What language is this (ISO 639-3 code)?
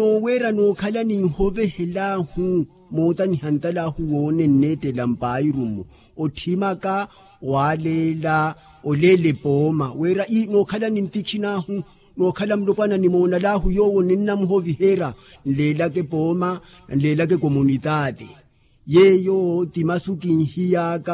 vmw